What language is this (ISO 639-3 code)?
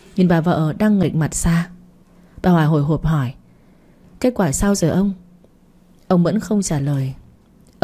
vie